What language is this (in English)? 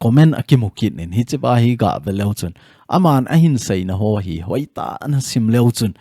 Thado Chin